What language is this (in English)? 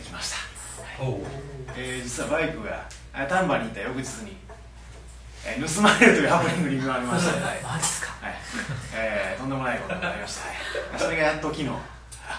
Japanese